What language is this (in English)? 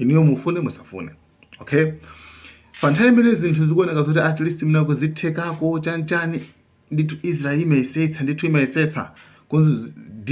Nyanja